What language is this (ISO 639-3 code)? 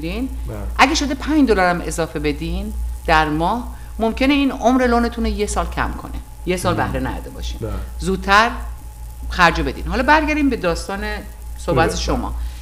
fas